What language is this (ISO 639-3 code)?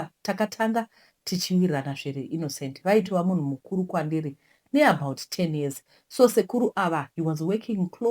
sna